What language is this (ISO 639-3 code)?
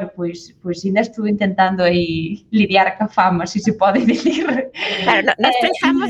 glg